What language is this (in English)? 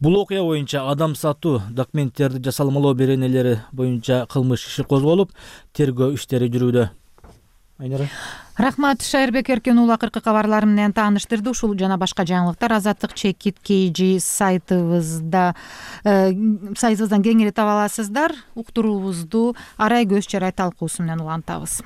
Kyrgyz